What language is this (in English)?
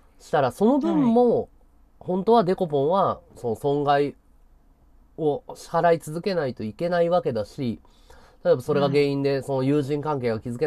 Japanese